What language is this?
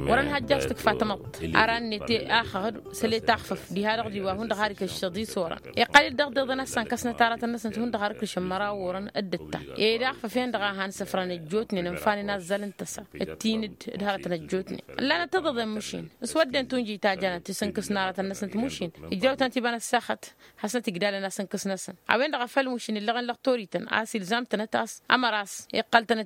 Tamasheq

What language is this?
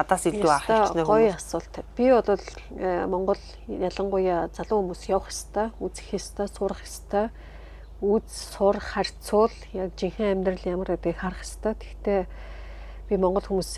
Mongolian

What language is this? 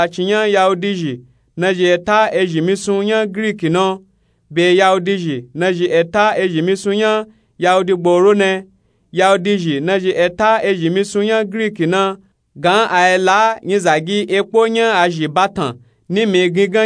Nupe-Nupe-Tako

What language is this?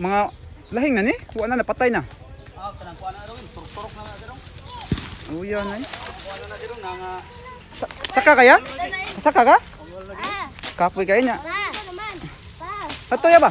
Cebuano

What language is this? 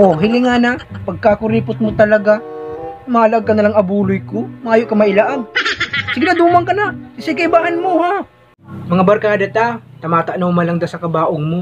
Bikol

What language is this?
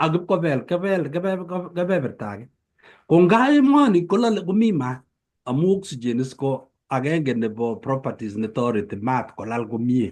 Kalenjin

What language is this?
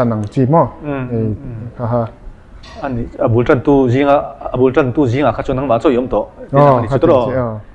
Mizo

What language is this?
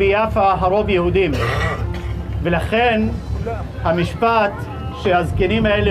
Hebrew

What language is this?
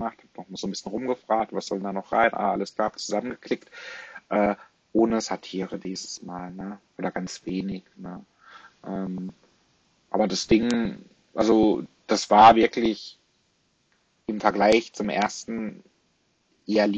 German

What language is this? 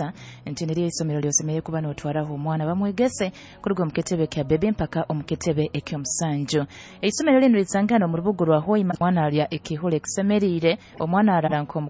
Nyoro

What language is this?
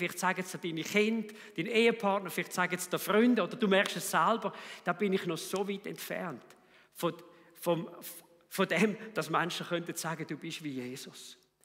Swiss German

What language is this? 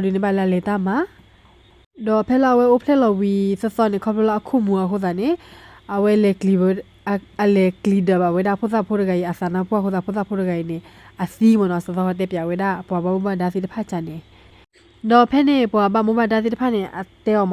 S'gaw Karen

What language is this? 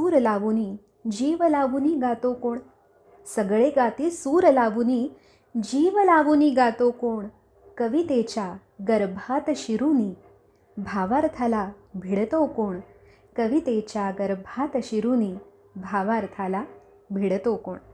Marathi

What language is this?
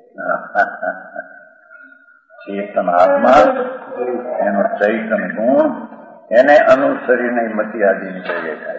Gujarati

